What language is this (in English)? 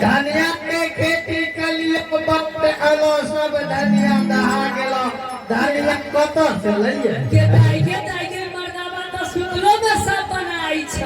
Maithili